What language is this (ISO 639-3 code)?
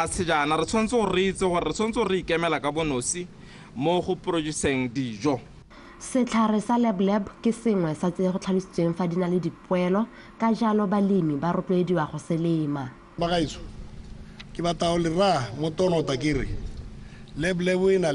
tsn